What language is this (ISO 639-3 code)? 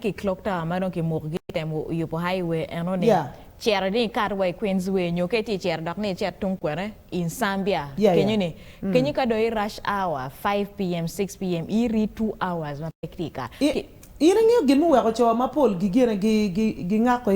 ach